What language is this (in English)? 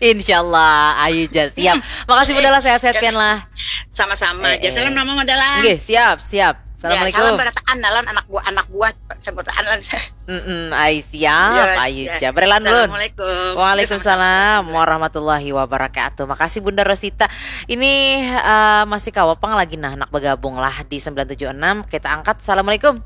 Banjar